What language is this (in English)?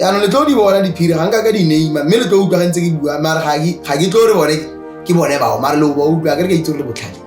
Tswana